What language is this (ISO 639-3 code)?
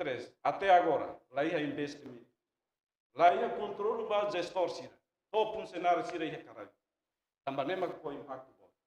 tet